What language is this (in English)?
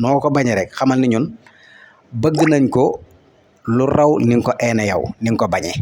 Wolof